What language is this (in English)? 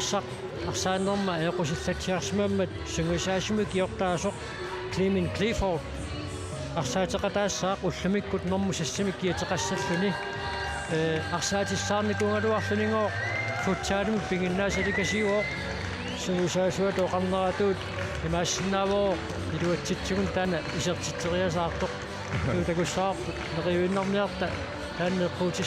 Kalaallisut